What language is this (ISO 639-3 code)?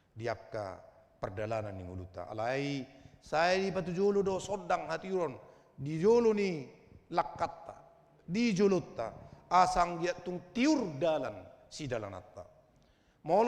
bbc